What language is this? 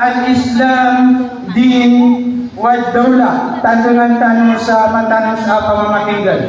Maranao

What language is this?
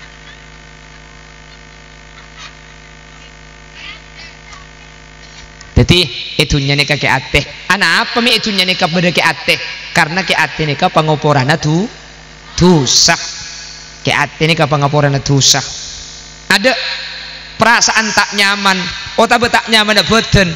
Indonesian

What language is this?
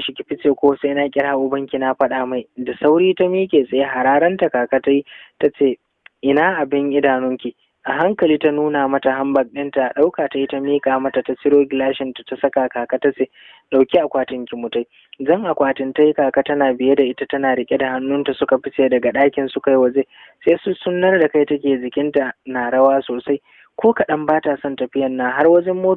Hausa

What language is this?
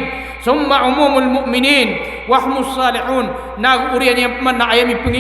Maranao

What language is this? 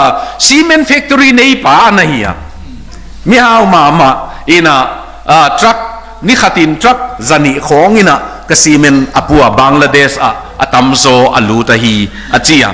Tedim Chin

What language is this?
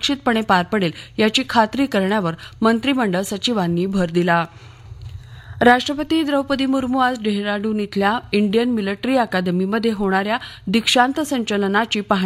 Marathi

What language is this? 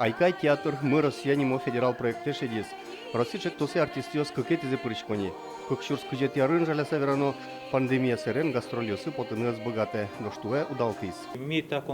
Udmurt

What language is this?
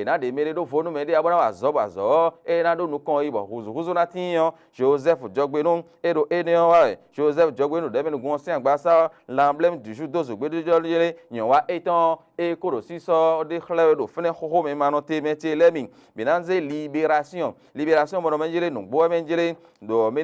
Fon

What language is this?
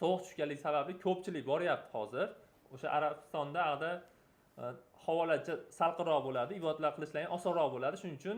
Uzbek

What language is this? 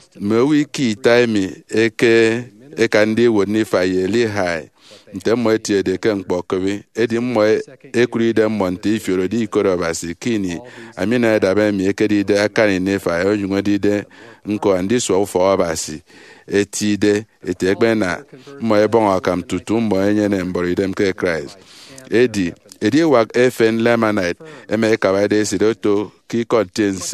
Efik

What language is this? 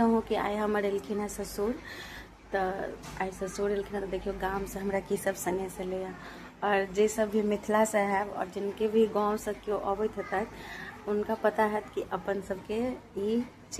Maithili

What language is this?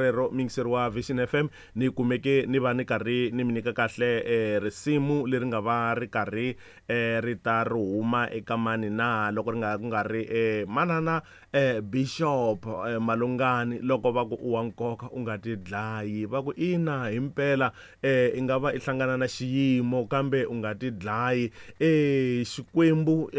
Tsonga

